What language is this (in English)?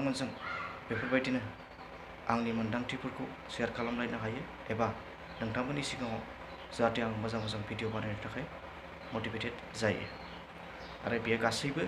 Bodo